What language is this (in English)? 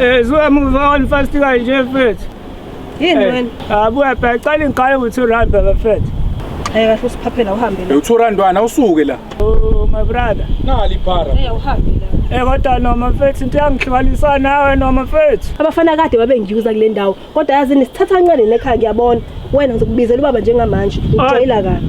Zulu